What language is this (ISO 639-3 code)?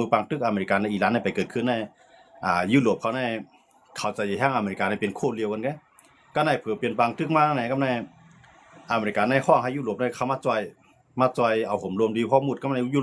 shn